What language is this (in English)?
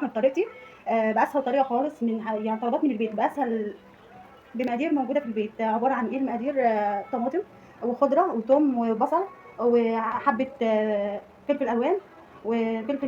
Egyptian Arabic